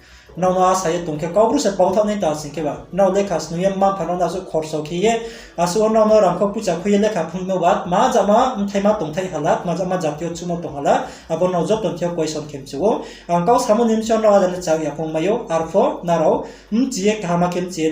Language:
Riang (India)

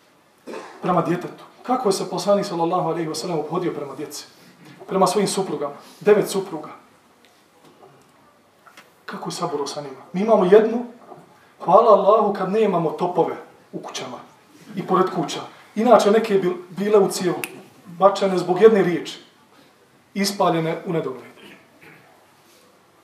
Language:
Bosnian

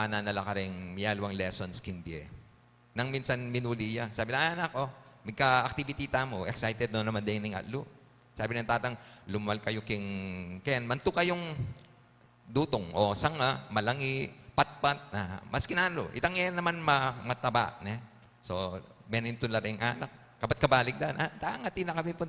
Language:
Pampanga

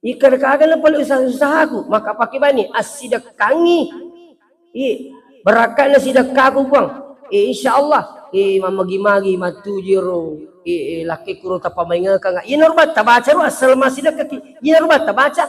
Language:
Buginese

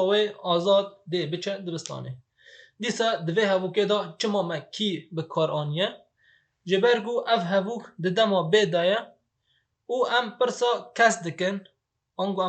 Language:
Kurdish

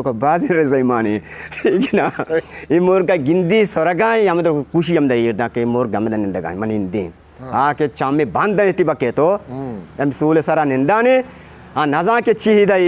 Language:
Eastern Balochi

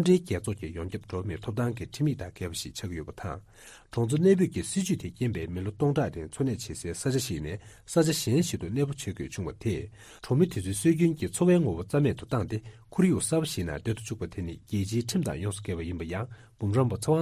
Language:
Tibetan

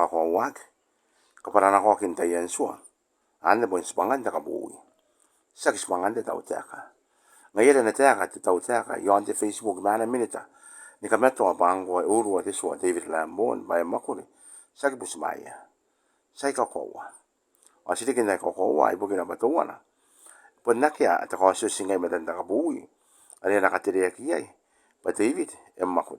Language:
Gilbertese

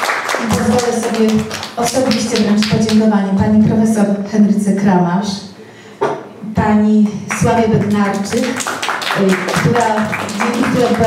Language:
Polish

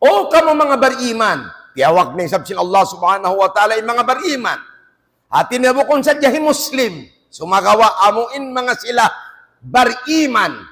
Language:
Tausug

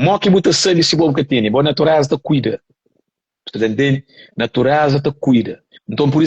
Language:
Kabuverdianu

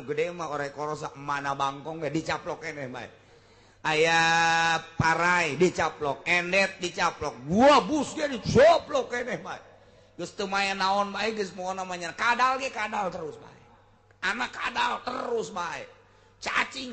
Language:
Sundanese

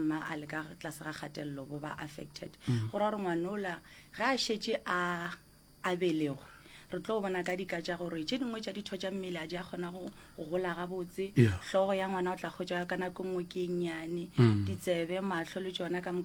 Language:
Northern Sotho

